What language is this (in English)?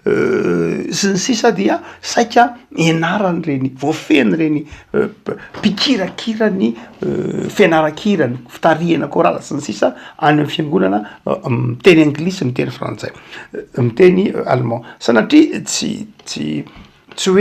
Malagasy